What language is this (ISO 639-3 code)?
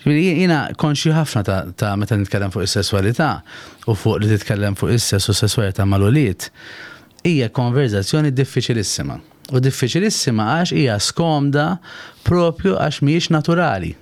mlt